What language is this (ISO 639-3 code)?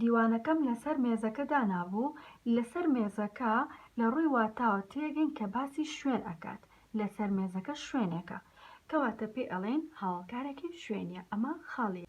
ckb